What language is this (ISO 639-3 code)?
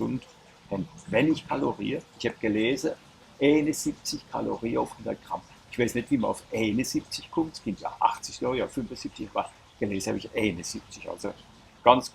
pfl